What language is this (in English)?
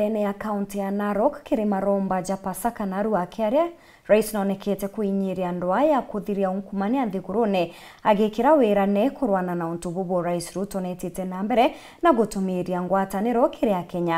Meru